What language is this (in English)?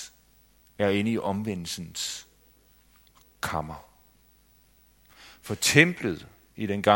Danish